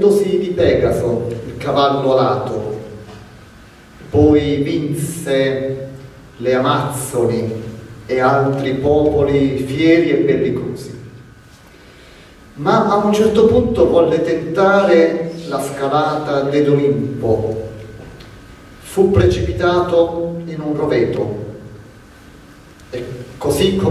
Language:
Italian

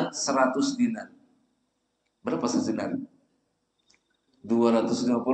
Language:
Indonesian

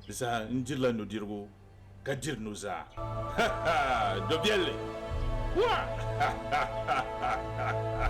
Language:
Dagbani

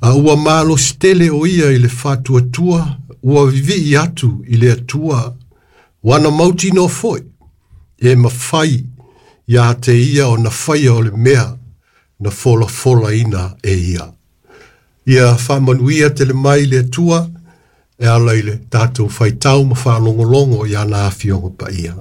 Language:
Samoan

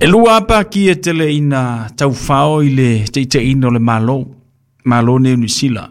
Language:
Samoan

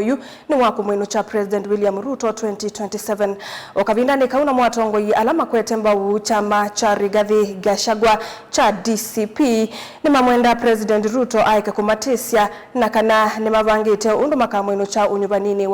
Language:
Kamba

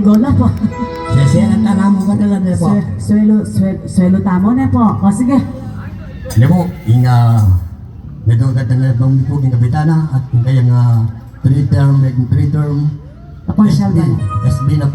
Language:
Pampanga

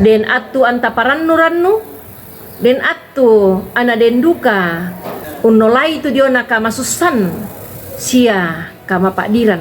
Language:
Toraja-Sa'dan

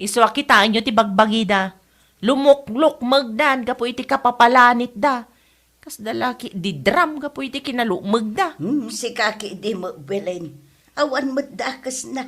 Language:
Iloko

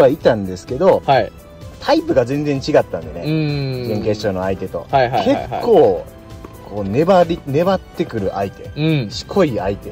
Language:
Japanese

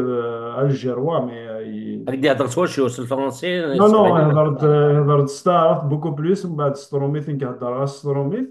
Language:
Kabyle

